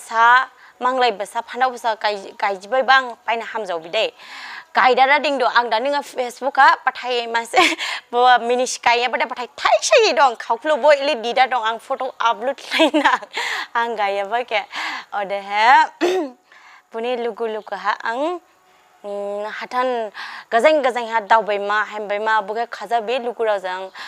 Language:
Dimasa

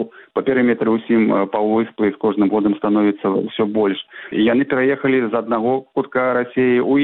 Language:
Belarusian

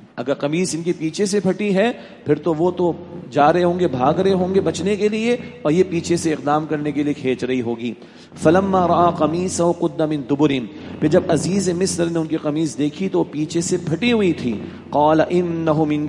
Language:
Urdu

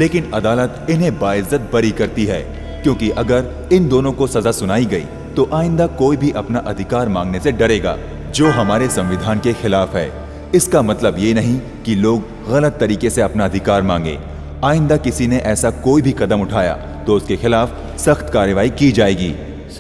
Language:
Hindi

